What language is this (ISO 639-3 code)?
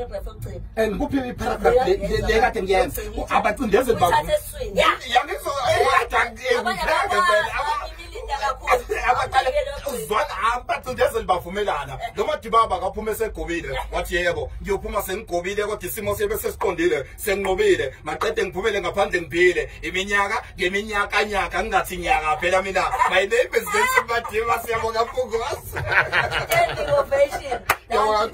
zul